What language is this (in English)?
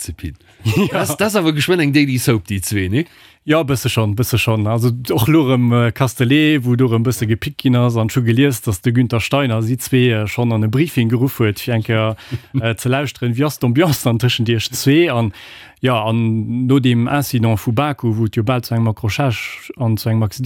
Luxembourgish